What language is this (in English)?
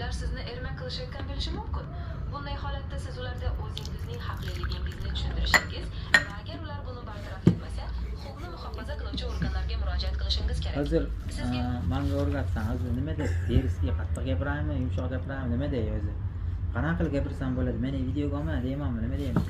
Uzbek